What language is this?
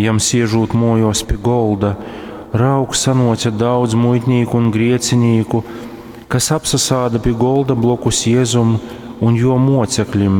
Latgalian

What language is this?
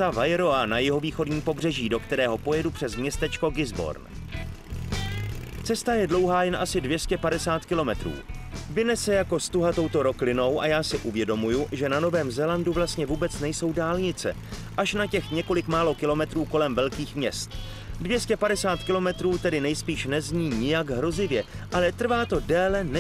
Czech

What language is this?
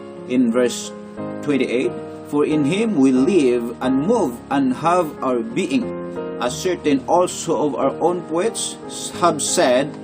Cebuano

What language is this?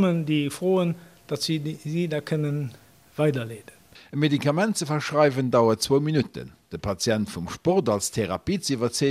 Luxembourgish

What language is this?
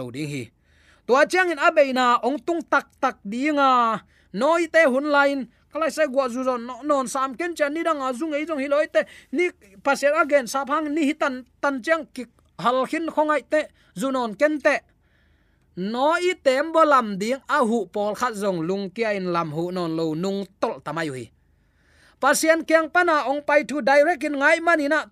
Tedim Chin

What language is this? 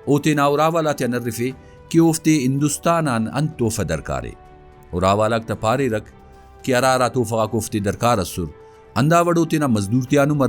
Brahui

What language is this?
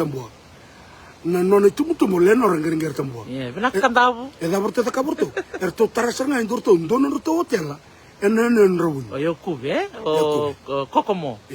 Fijian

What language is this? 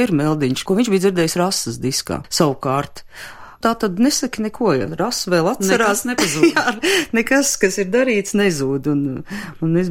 Latvian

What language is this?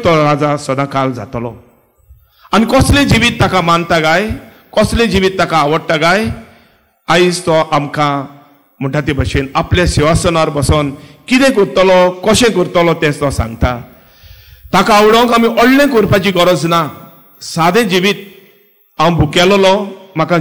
Konkani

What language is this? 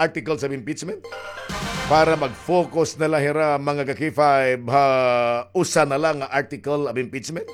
Waray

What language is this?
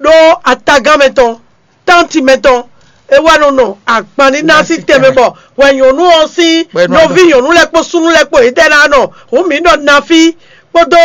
Fon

